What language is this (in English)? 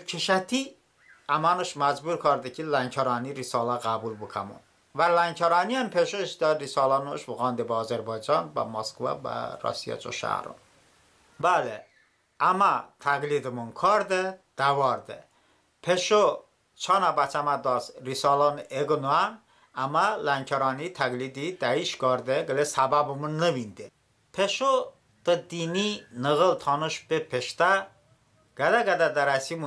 Talysh